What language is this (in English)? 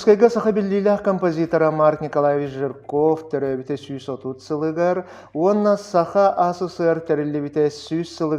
Yakut